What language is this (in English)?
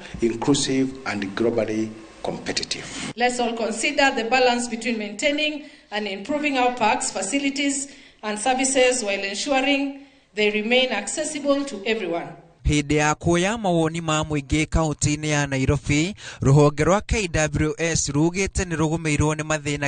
Kikuyu